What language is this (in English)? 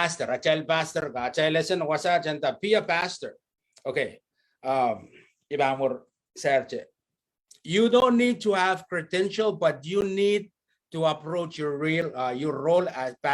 Pohnpeian